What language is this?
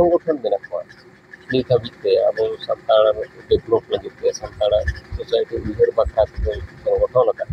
Santali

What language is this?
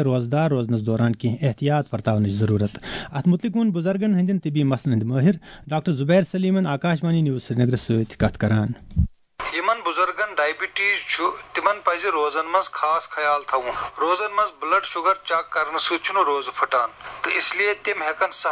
Kashmiri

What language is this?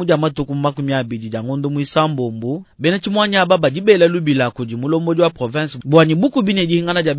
Luba-Lulua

